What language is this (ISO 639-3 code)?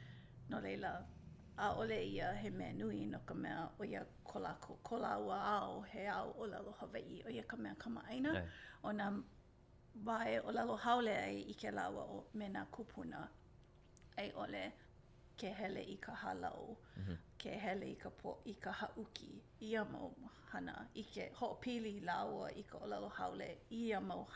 haw